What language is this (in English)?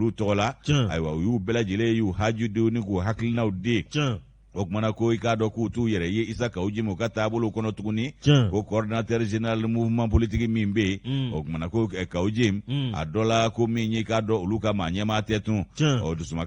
Bambara